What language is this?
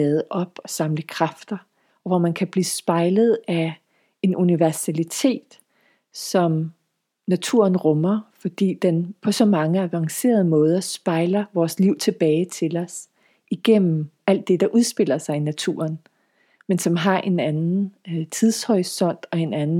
Danish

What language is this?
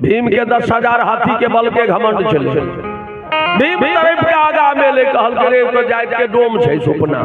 Maithili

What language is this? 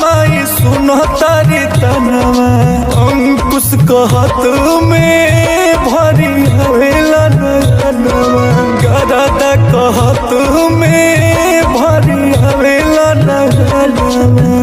Maithili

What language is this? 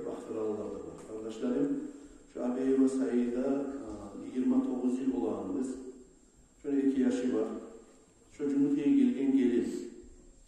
Kumyk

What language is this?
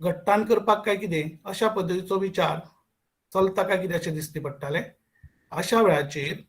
Konkani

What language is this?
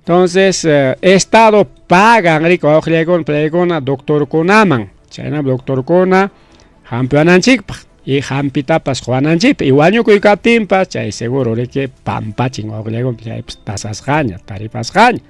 Ayacucho Quechua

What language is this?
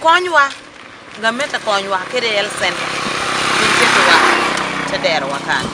Acoli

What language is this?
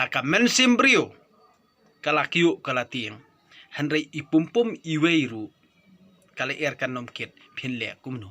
Khasi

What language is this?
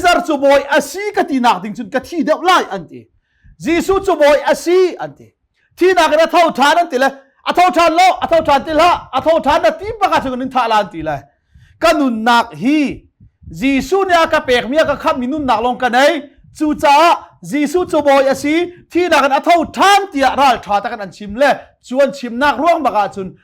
Hakha Chin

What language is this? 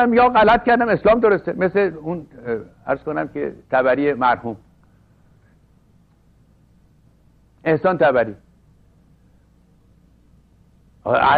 Persian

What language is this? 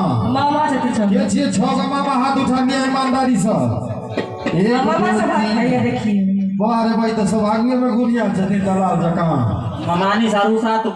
Maithili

